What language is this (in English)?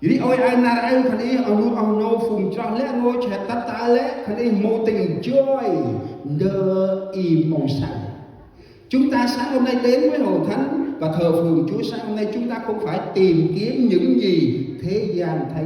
Central Mnong